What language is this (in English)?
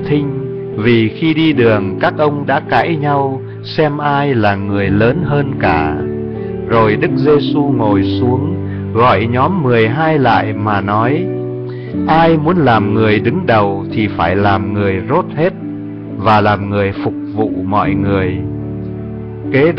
Vietnamese